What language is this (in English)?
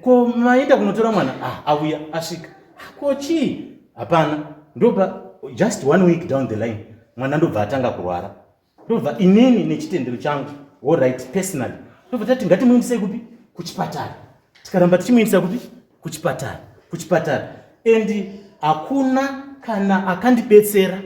Shona